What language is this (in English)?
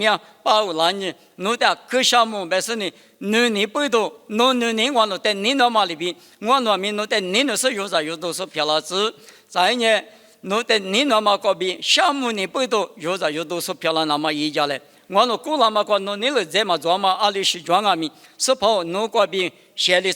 Lisu